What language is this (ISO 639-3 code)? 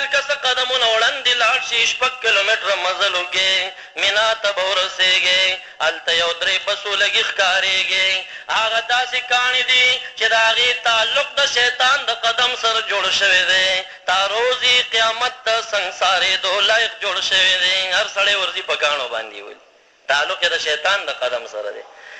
pus